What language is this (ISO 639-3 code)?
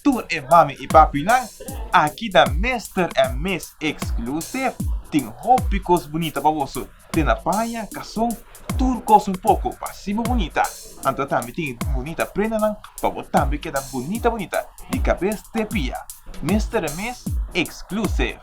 pap